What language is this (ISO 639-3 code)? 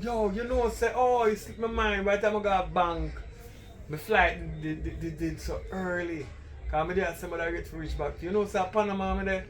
jam